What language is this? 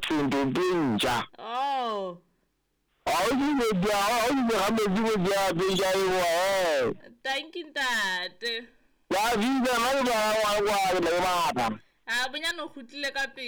Southern Sotho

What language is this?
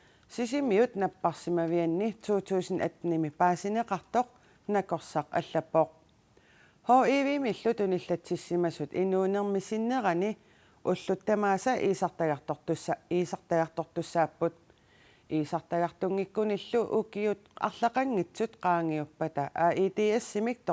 Kalaallisut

